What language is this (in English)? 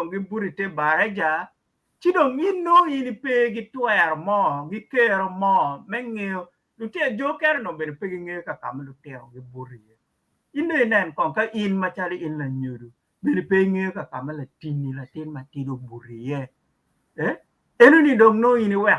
Acoli